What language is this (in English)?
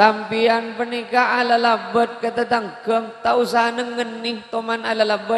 Madurese